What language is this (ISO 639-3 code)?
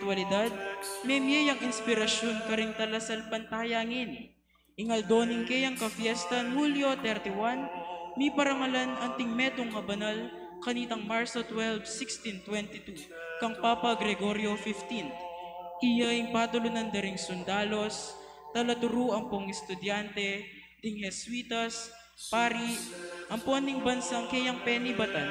pam